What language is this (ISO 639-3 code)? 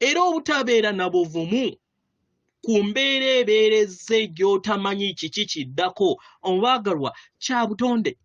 lug